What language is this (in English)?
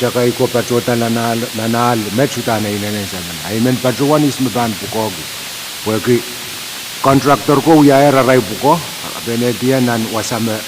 Pohnpeian